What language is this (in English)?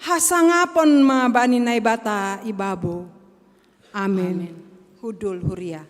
Batak Simalungun